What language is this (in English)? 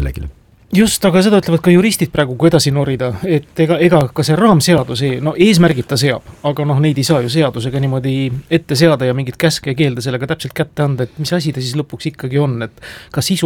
Estonian